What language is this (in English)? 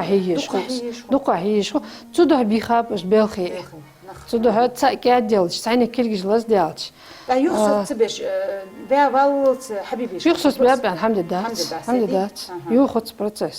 Ingush